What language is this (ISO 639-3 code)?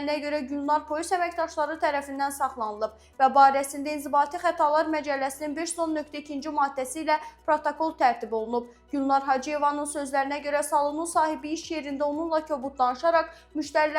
aze